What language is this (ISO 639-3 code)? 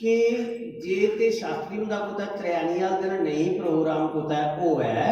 doi